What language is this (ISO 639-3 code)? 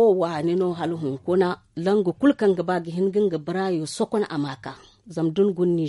dje